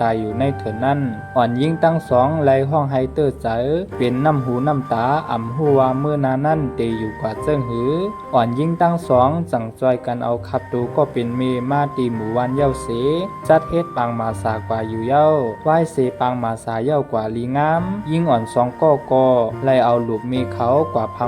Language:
Shan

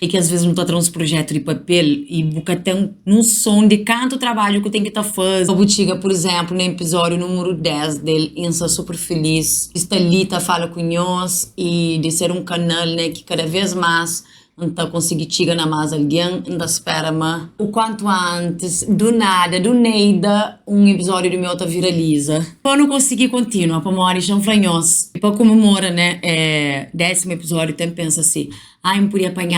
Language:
Kabuverdianu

